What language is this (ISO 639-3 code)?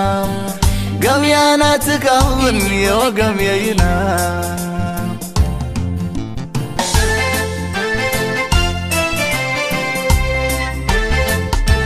ara